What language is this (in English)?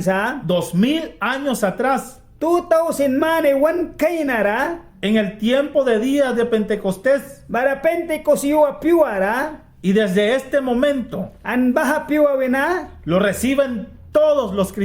Mískito